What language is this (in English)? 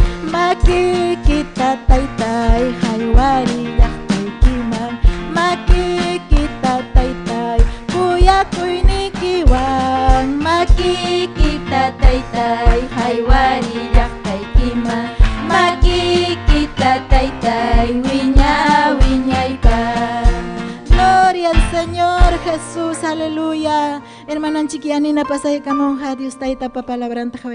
Ayacucho Quechua